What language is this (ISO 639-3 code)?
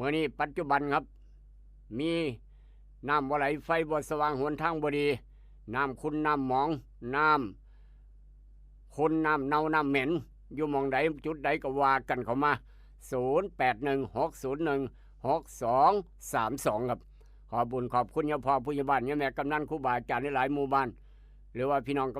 tts